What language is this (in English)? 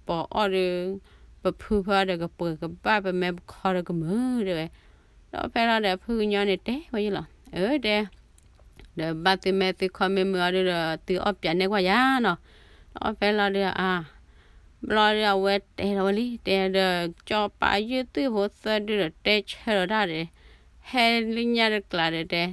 S'gaw Karen